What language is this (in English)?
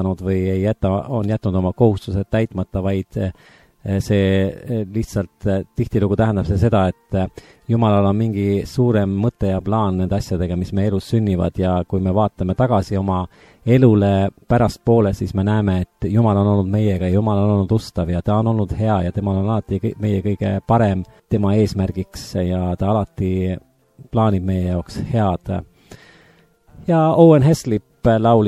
Estonian